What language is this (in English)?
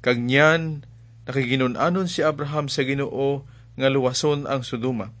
Hiligaynon